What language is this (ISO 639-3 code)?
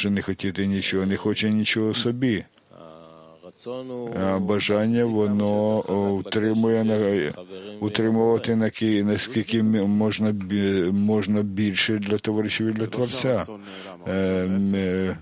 ukr